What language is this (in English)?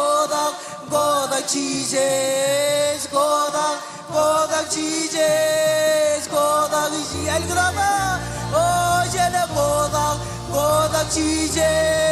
Marshallese